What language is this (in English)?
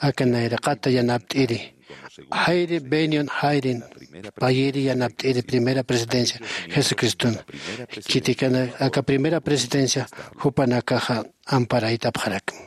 Aymara